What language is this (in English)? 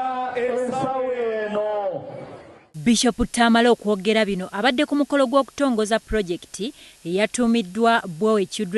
Ganda